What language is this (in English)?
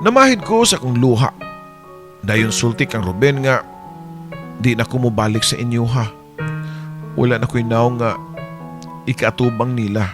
Cebuano